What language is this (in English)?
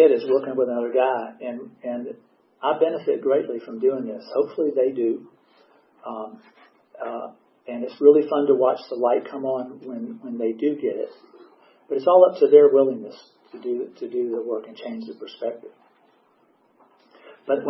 English